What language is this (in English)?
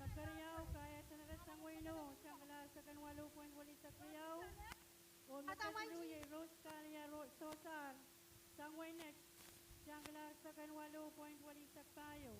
Pohnpeian